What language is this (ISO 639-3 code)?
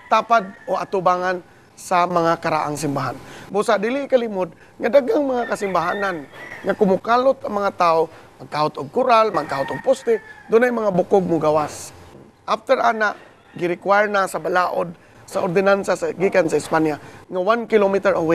ceb